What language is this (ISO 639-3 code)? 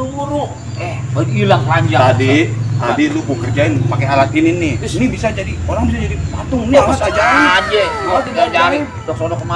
bew